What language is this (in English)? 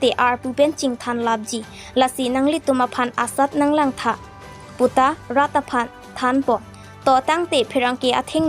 Karbi